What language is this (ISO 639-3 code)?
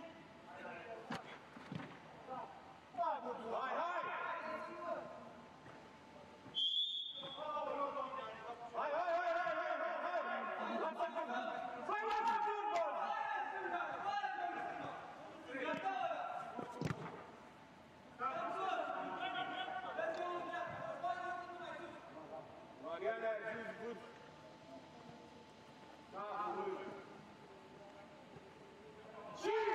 ron